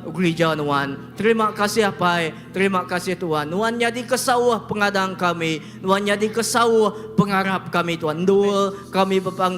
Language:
Iban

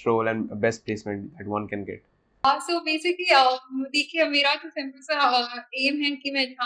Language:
Hindi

